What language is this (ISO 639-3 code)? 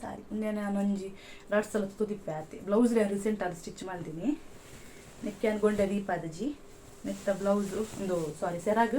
tcy